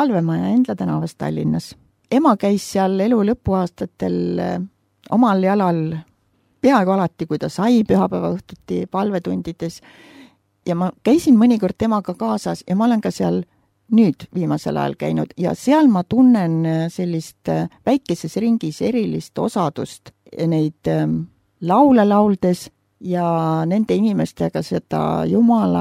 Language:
Estonian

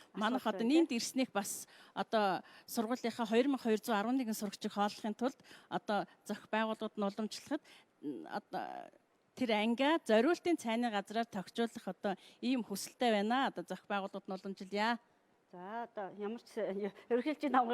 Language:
Mongolian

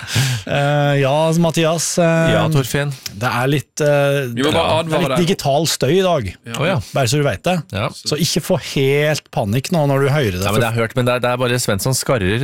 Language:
Norwegian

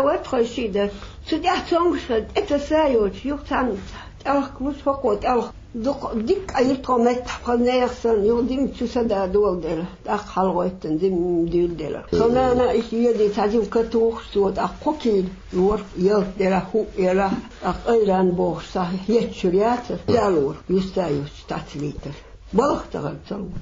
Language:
Chechen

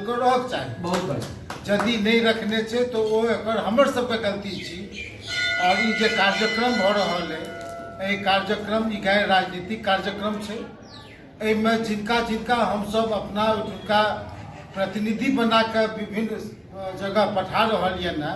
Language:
Maithili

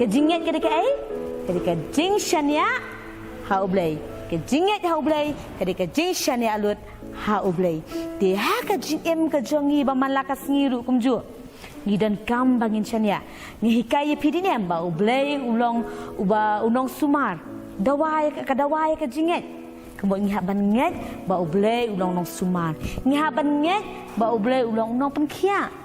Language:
Khasi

